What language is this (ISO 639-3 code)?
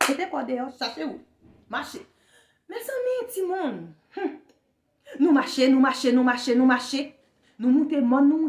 hat